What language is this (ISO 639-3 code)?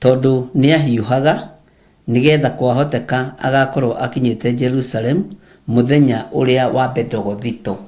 kik